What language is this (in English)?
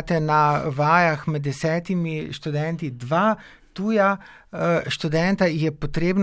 Slovenian